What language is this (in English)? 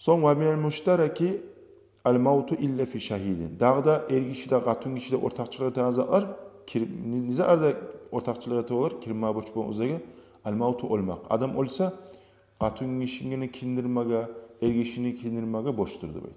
Kumyk